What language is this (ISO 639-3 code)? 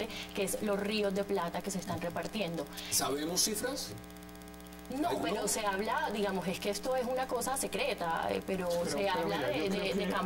spa